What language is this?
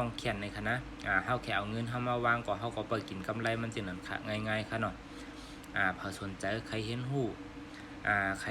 Shan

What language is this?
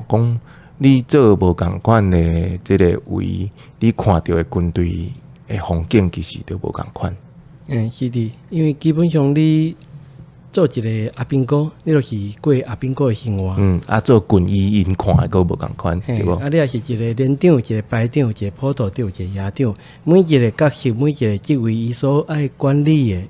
Min Nan Chinese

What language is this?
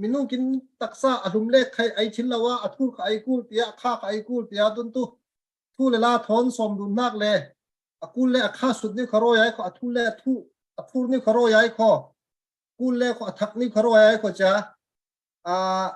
Falam Chin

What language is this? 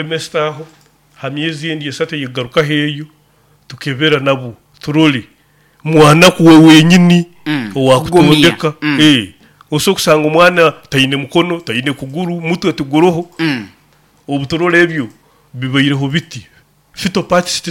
Nyoro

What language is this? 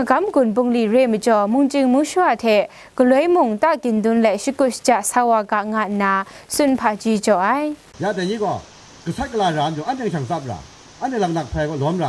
Kachin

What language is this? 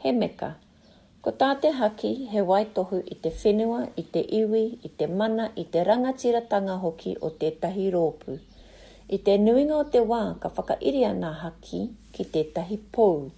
Māori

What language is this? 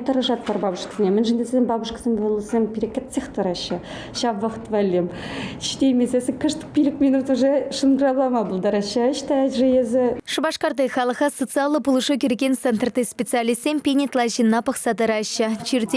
Chuvash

